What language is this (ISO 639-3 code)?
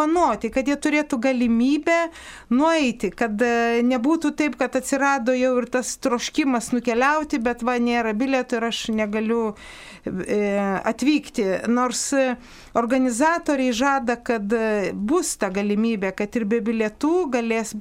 lit